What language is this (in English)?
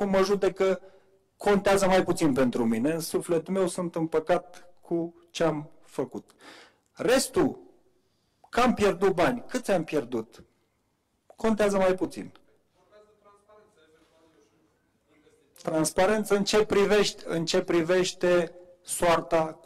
Romanian